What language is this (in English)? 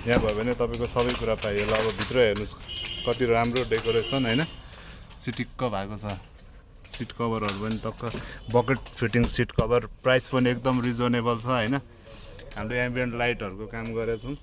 Nepali